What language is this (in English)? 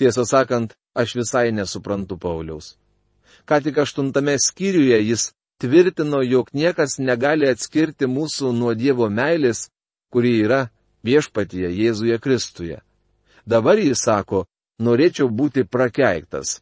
Lithuanian